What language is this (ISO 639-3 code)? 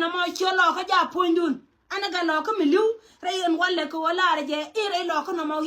nus